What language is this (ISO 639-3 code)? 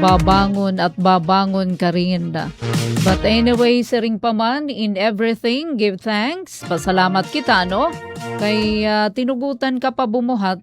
war